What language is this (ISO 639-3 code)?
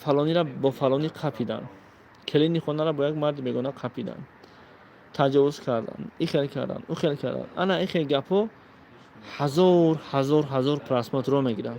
tgk